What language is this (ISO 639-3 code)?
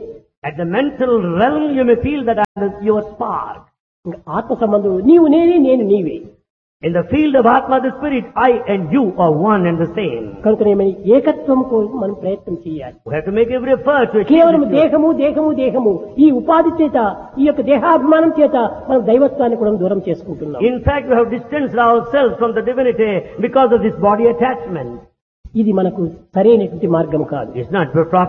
tel